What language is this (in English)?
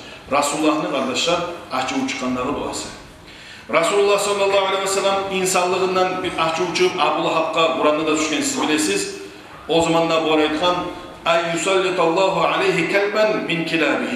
Kumyk